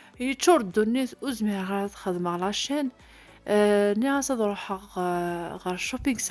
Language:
Kabyle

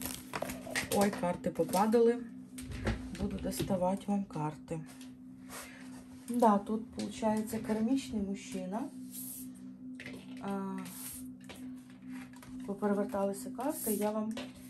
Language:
Ukrainian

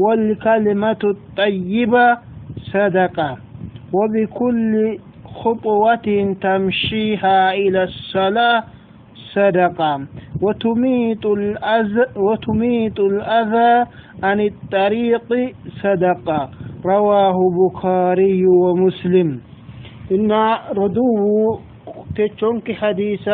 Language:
Sidamo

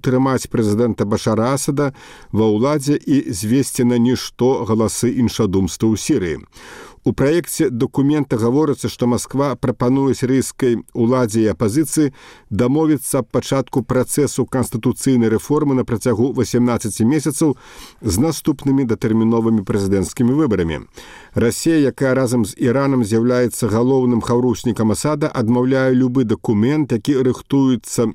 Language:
Belarusian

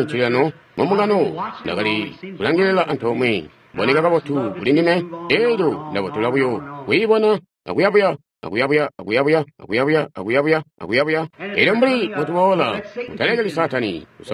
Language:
Tonga (Zambia)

